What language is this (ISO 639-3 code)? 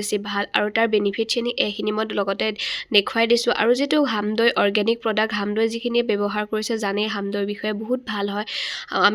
asm